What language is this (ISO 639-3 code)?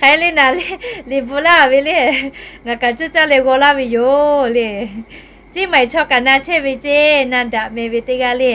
lhu